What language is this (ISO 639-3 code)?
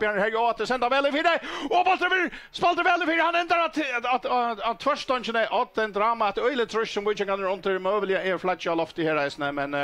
fao